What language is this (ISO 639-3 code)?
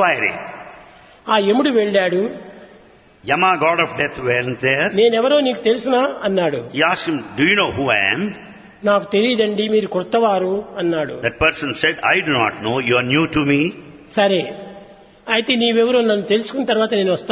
tel